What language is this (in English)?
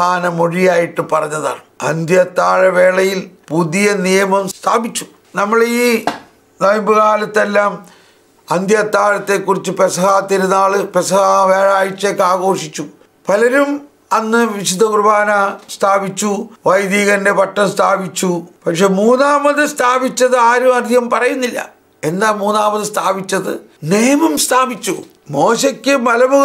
Malayalam